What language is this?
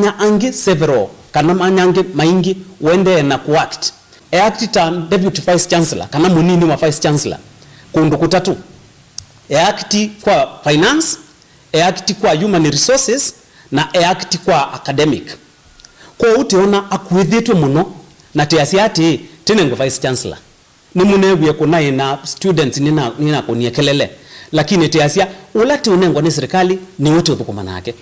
Kamba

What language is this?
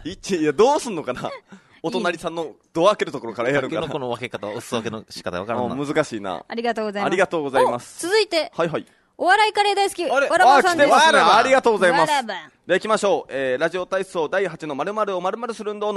Japanese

